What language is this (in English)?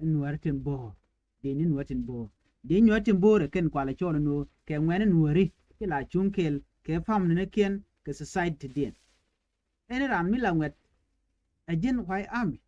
Nuer